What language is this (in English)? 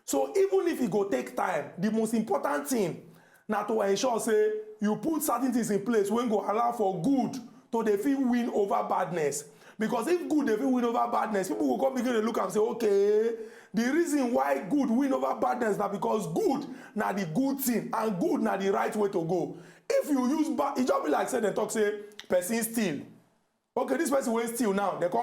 Nigerian Pidgin